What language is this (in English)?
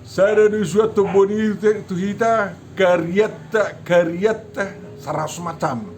Batak Toba